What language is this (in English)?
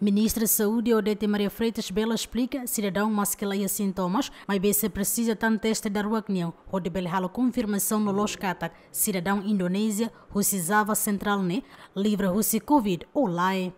Tetum